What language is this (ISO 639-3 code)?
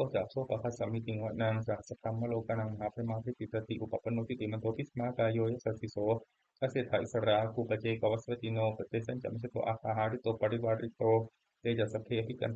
pli